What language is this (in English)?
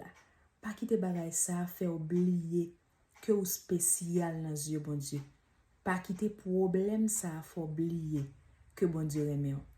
Haitian Creole